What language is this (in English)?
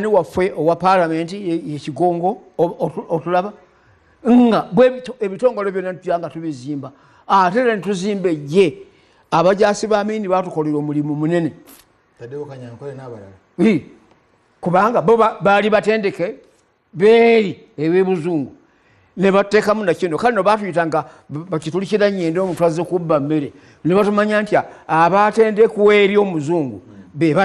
Ganda